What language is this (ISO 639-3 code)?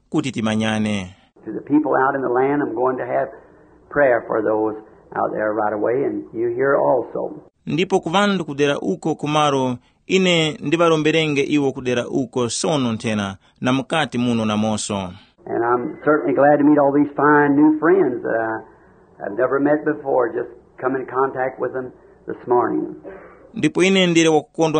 tum